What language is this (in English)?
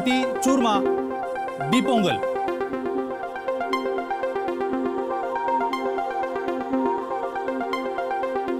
Marathi